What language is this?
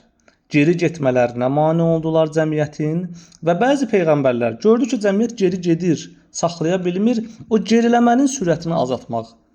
Azerbaijani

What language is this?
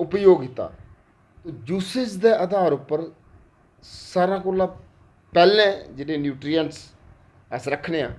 Dogri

